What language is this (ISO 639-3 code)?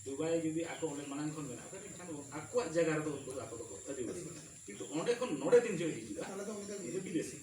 sat